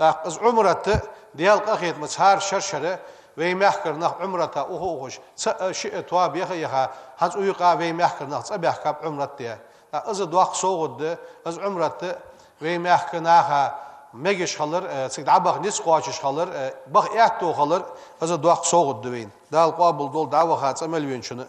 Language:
Ingush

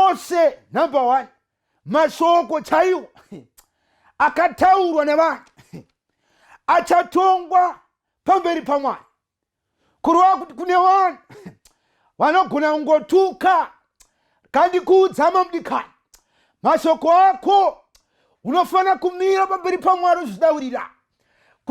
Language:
Shona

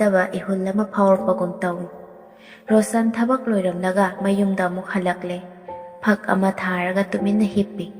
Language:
Manipuri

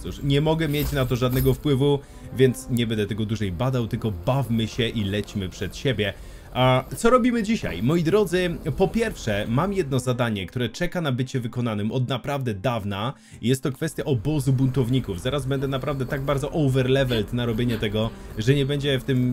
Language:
Polish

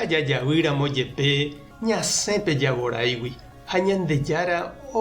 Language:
Guarani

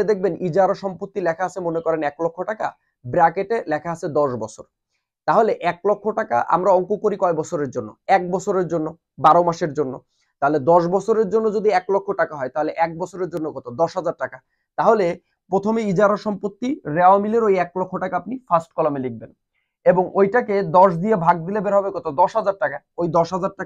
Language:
Bangla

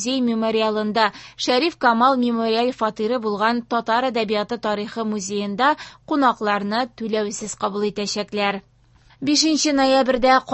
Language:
Tatar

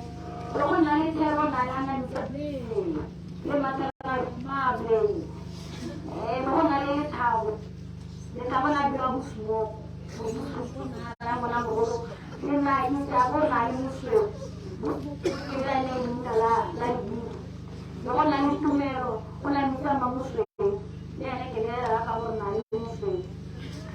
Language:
Tswana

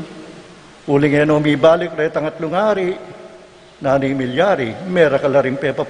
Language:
Pampanga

